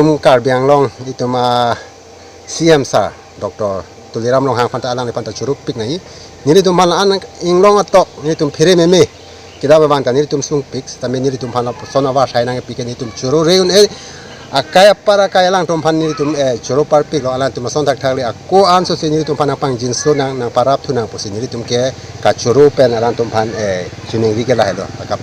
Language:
Karbi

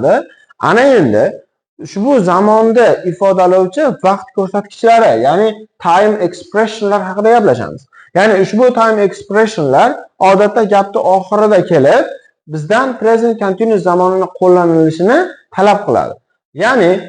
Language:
Uzbek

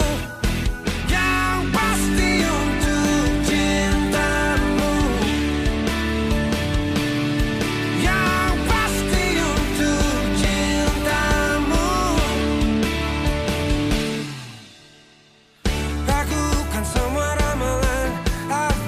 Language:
Indonesian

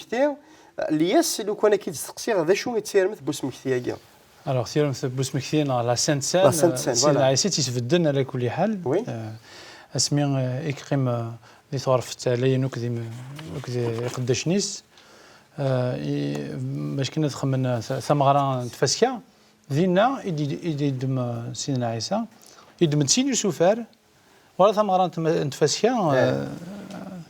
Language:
Kabyle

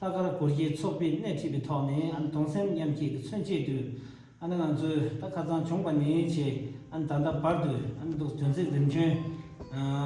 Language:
Tibetan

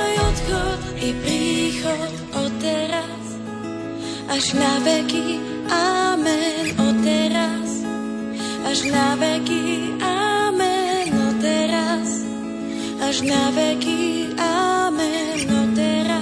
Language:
Slovak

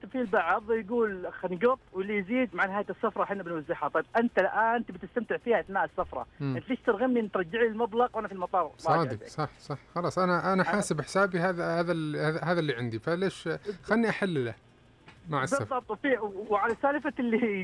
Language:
Najdi Arabic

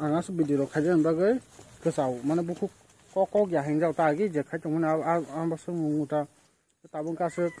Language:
Kok Borok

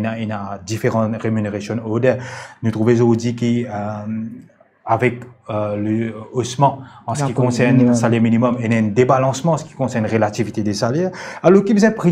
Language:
Morisyen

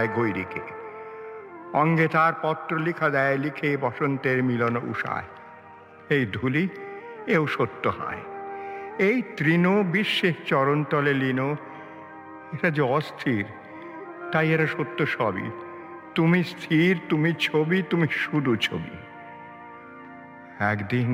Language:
Bangla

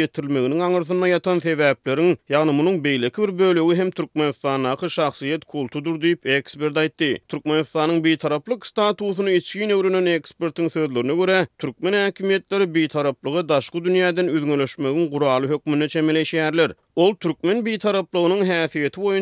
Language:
Turkmen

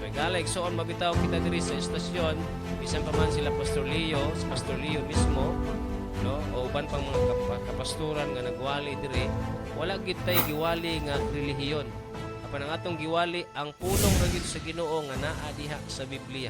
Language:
Cebuano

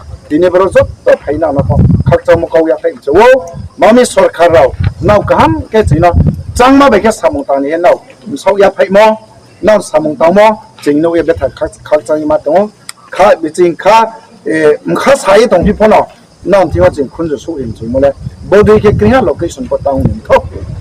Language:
Riang (India)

